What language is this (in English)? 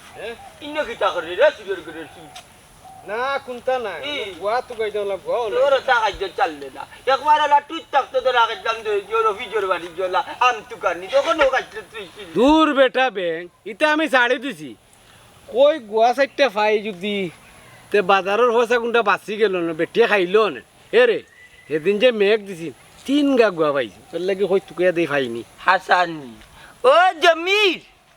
Sylheti